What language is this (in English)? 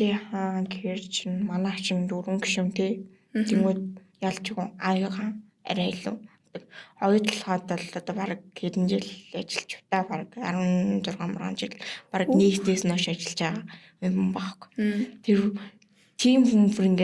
Mongolian